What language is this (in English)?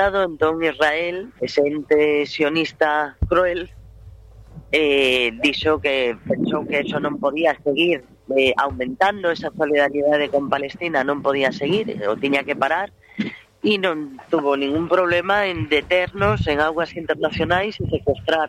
Galician